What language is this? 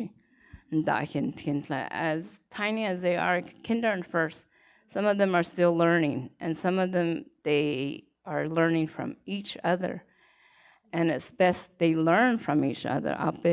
Navajo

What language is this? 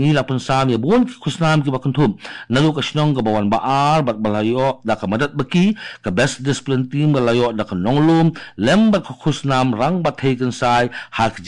Khasi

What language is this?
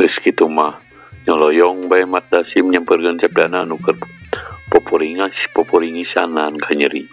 Sundanese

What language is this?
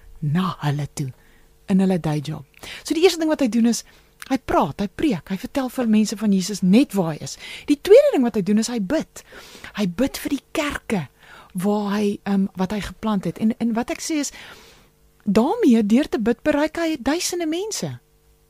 Afrikaans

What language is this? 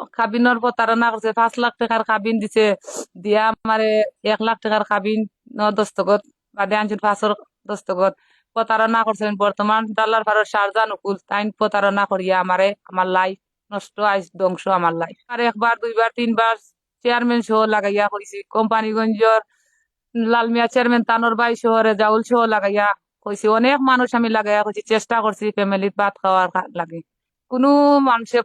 Sylheti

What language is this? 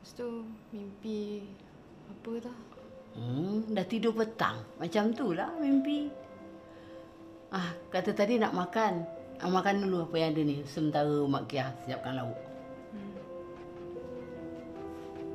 Malay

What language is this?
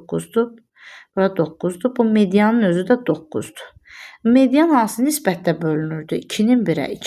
Azerbaijani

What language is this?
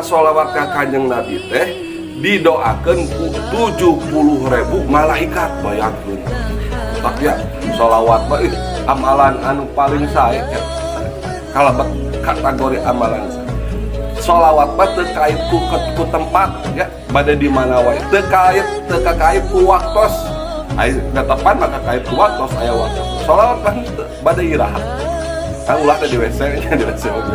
Sundanese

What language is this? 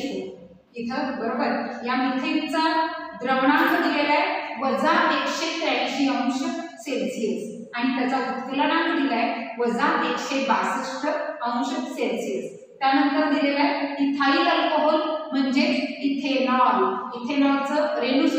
Marathi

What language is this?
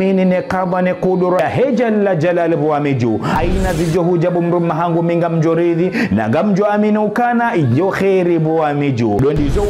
Ngazidja Comorian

